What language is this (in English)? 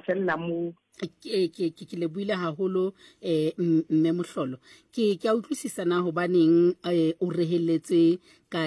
Southern Sotho